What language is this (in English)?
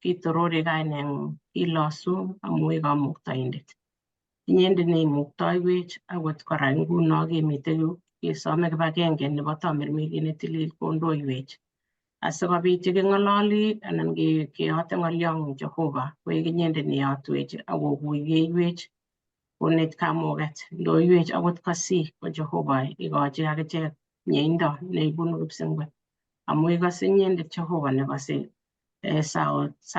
Kalenjin